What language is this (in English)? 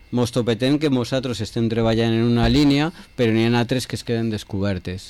Catalan